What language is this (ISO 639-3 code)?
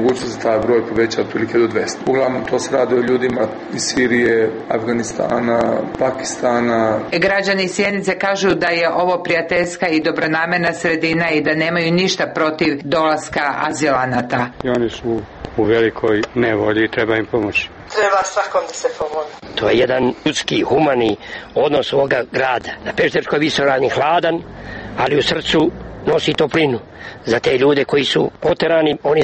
srp